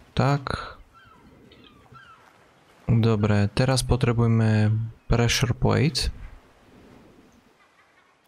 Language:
Slovak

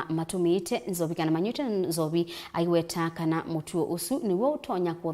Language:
Kamba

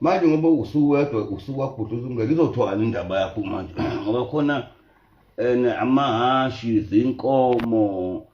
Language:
Zulu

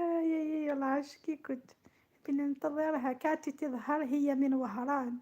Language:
Algerian Arabic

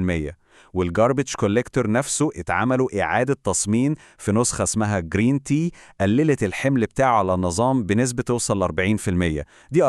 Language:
Egyptian Arabic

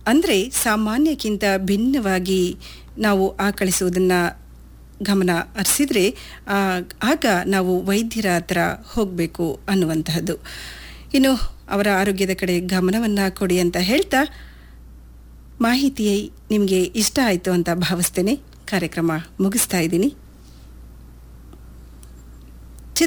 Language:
Kannada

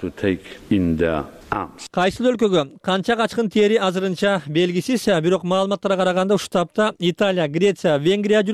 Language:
Kyrgyz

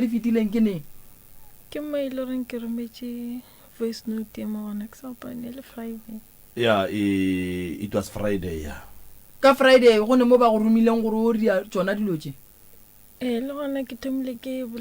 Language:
Northern Sotho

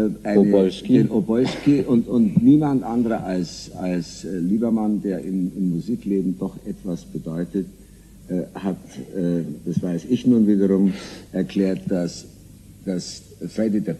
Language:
German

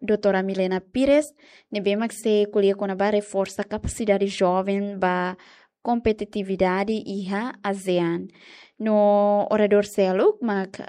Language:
Tetum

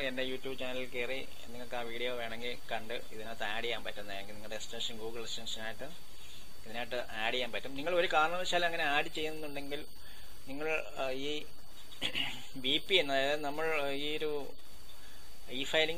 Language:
Malayalam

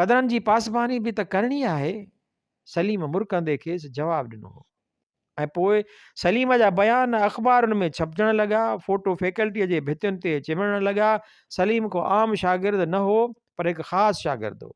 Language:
Sindhi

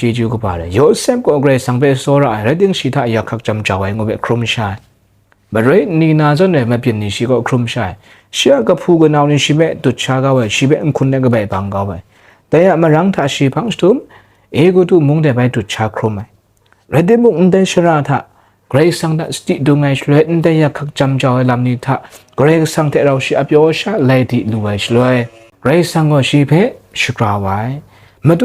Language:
Kachin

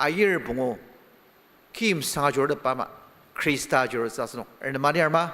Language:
Ao Naga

